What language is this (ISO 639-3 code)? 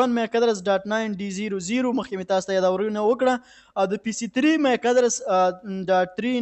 pus